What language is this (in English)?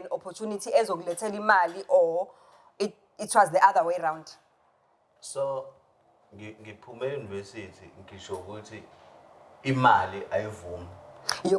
Zulu